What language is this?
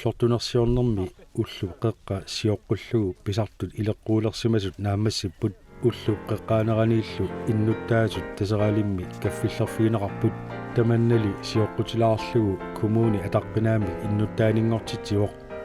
Kalaallisut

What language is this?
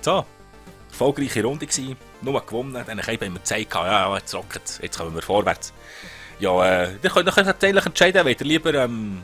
Swiss German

